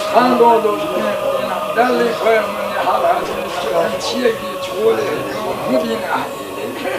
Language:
Chechen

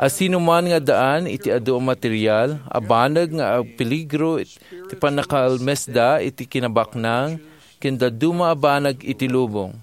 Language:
Iloko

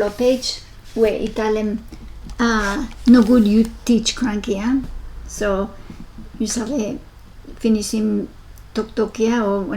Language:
Bislama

